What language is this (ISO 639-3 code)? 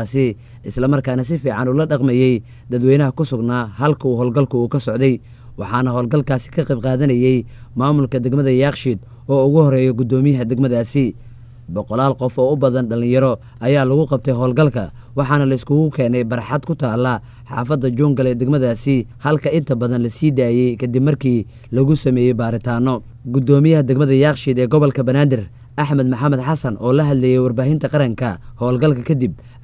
som